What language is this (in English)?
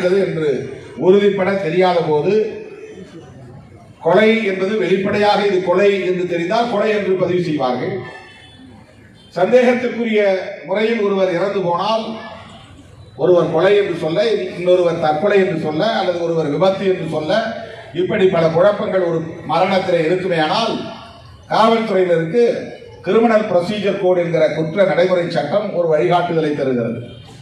Tamil